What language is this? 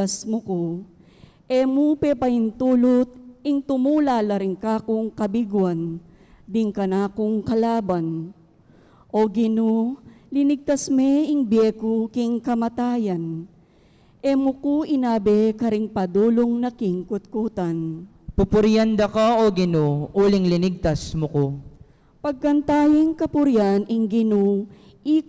Pampanga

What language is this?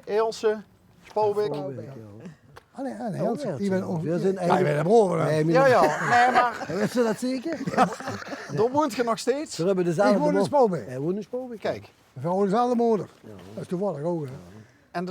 Limburgish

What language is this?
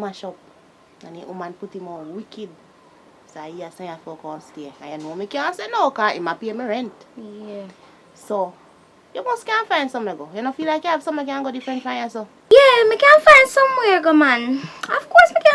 Jamaican Creole English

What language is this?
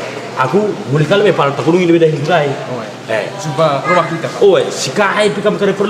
Batak Karo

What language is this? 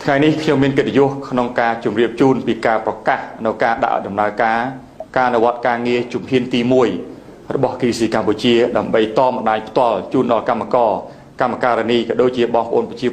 Khmer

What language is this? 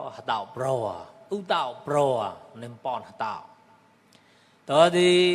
Mon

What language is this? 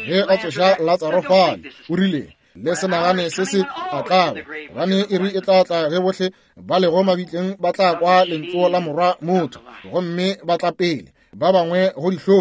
Northern Sotho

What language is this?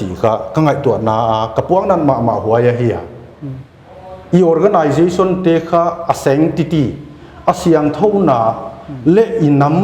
Paite Chin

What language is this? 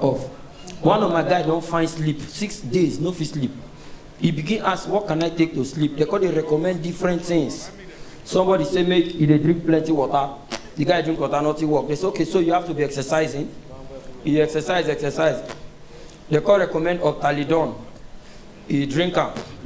Nigerian Pidgin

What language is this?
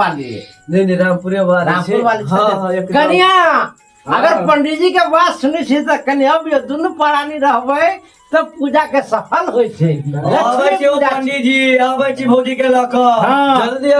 Maithili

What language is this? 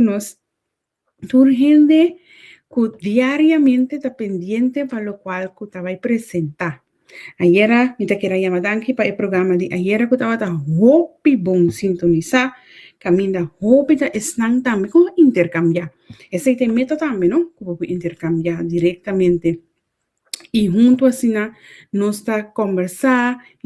Papiamento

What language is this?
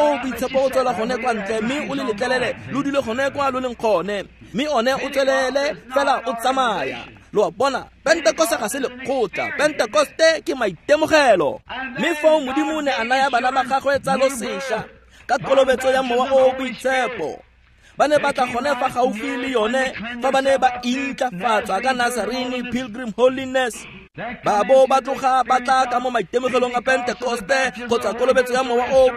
Tswana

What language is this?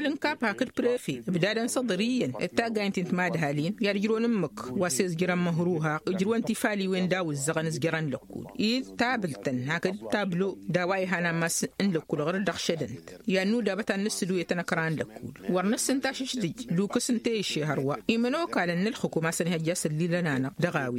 Tamasheq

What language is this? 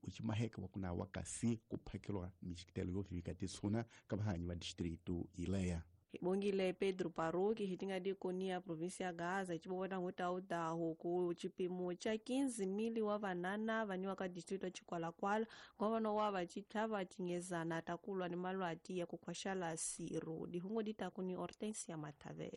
Tsonga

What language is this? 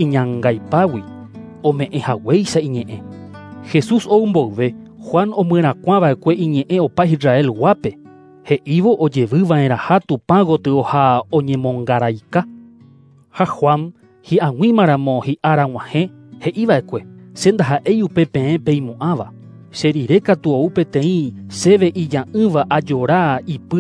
Guarani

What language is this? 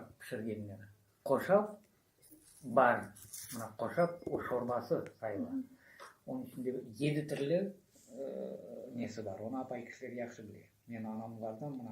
Crimean Tatar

